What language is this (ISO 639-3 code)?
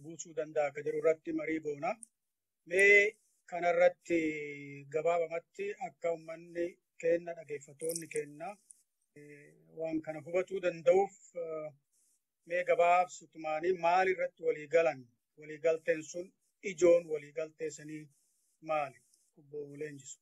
orm